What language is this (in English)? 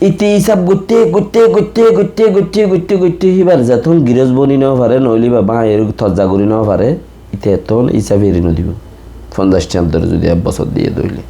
Rohingya